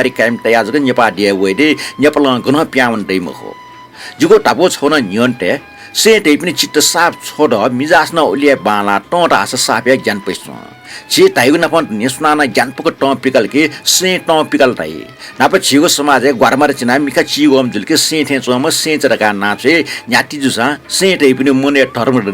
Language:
Newari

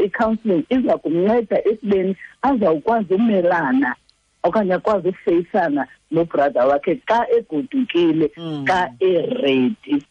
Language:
Xhosa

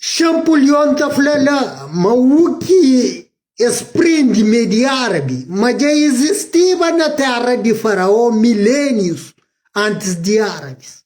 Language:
Kabuverdianu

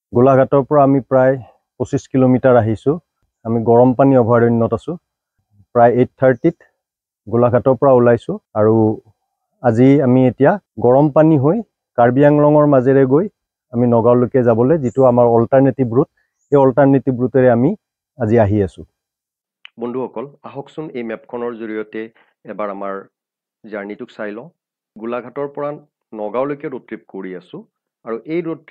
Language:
Assamese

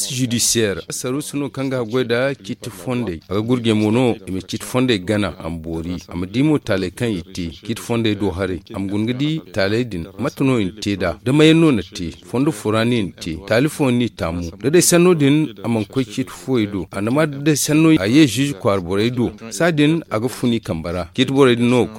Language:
Zarma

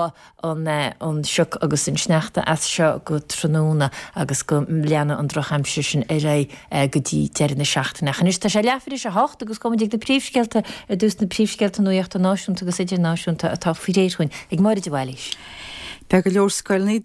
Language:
Irish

